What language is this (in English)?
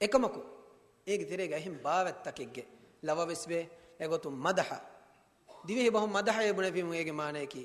Divehi